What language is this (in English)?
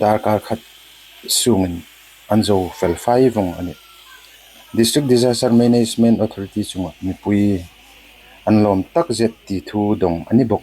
Hmar